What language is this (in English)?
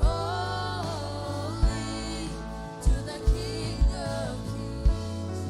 Marshallese